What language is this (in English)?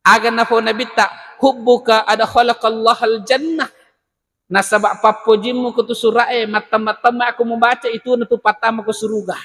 Buginese